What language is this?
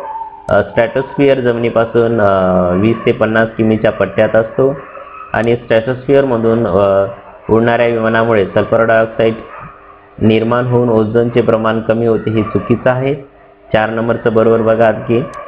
Marathi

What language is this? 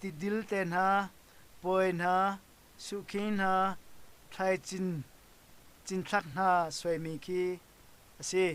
Hakha Chin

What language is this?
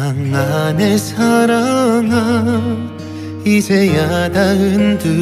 Korean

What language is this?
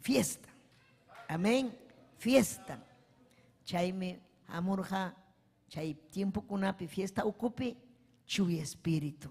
Ayacucho Quechua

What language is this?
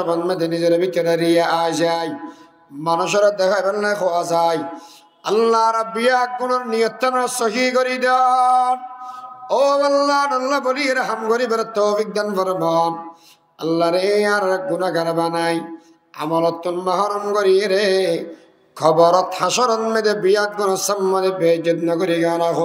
Rohingya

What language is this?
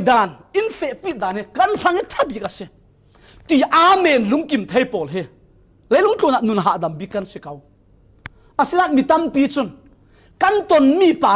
Falam Chin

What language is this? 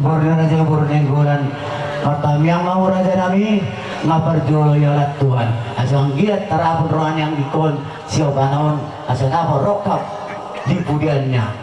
Batak Toba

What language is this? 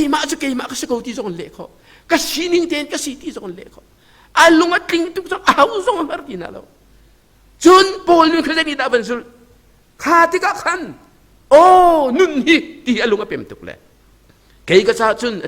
Hakha Chin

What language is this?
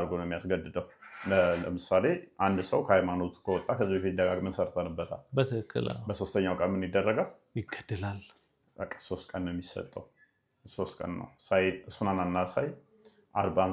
Amharic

